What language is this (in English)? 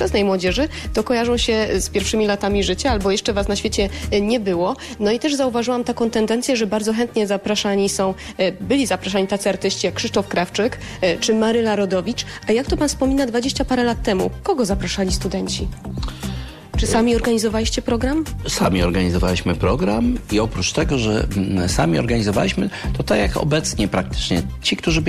Polish